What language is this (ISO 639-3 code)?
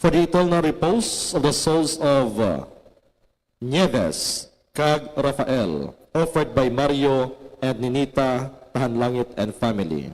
hil